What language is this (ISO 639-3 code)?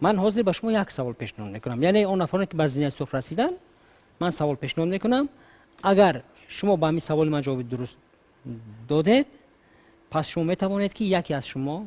tgk